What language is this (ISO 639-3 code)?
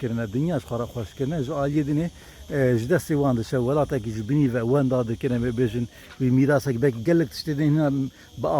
kur